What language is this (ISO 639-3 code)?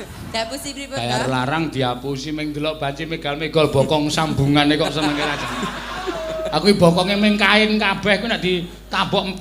jav